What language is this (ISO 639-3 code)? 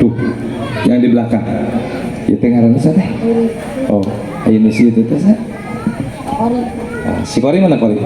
sun